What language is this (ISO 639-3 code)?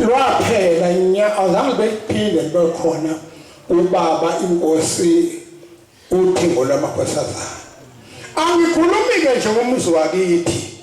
zul